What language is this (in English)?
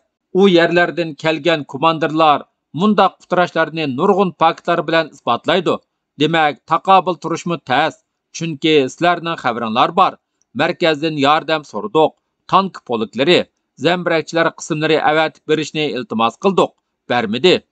Uyghur